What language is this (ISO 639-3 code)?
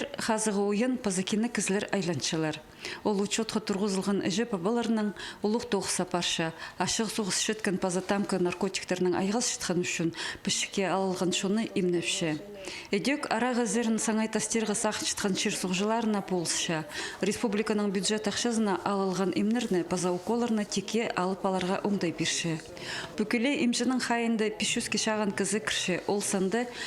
kjh